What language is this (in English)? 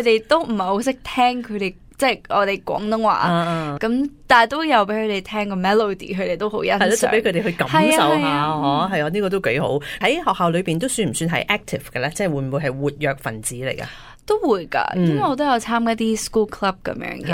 Cantonese